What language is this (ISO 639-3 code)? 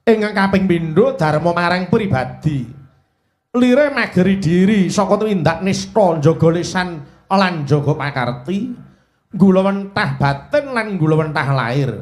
jav